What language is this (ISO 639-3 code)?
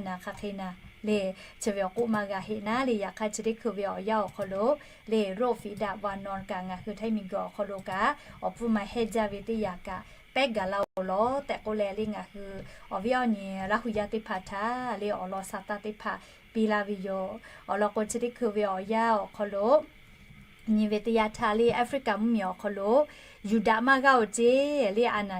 lhu